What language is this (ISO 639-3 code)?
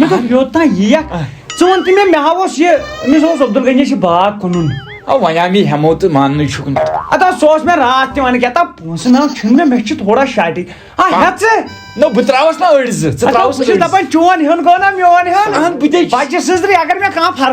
kas